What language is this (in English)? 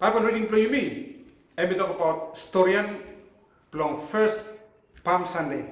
Bislama